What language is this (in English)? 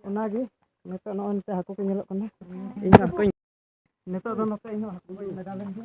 Santali